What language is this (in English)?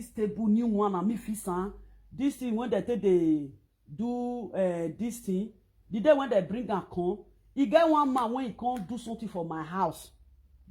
Nigerian Pidgin